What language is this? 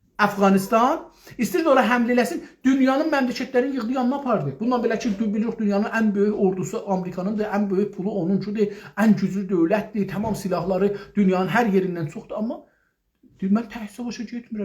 South Azerbaijani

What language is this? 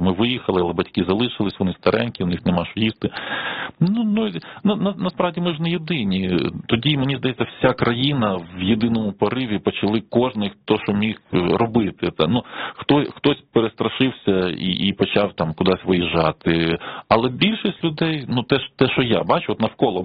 Ukrainian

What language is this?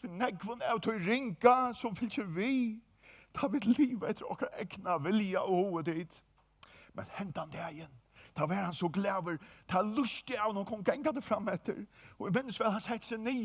Faroese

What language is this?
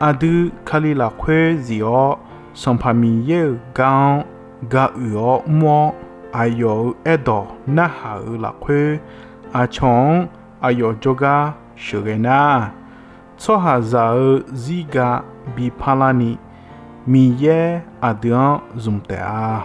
Akha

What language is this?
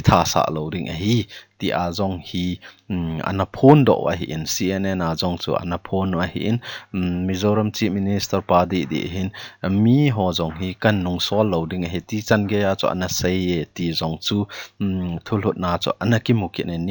Thado Chin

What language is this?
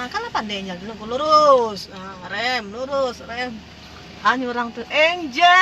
Minangkabau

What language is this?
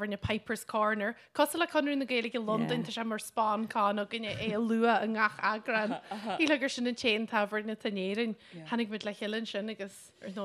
Irish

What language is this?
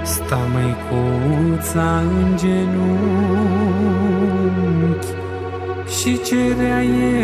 Romanian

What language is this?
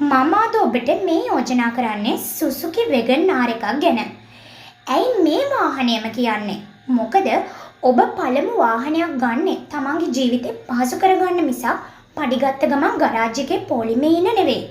Sinhala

